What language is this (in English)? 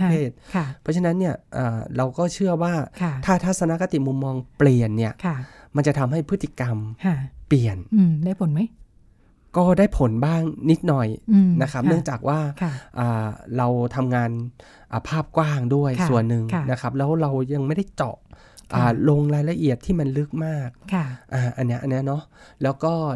Thai